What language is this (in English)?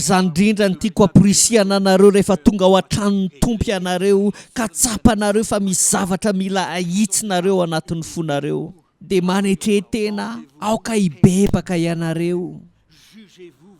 Malagasy